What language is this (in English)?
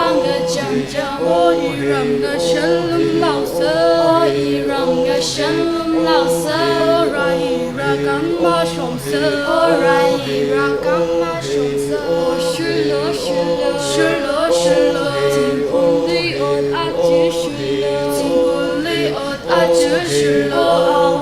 Tangkhul Naga (India)